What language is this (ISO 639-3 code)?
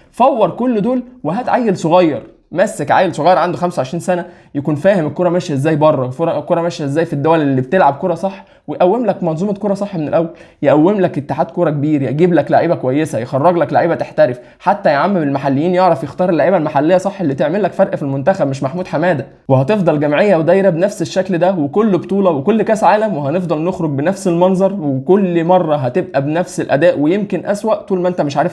arz